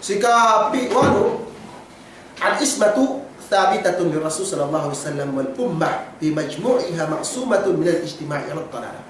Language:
Yakan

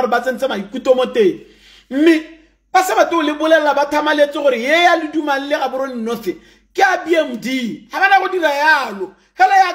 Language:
Tswana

